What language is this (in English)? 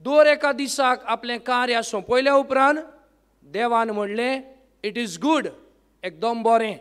Konkani